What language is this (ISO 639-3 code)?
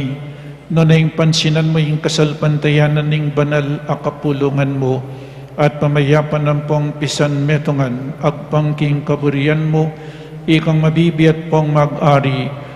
pam